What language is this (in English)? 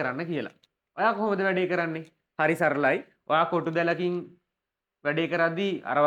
Sinhala